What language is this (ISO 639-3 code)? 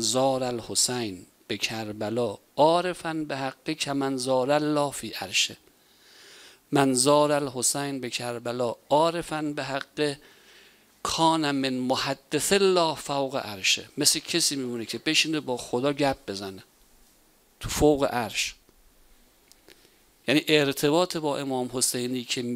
fas